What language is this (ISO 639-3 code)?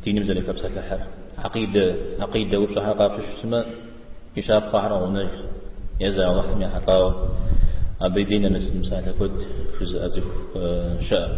kbd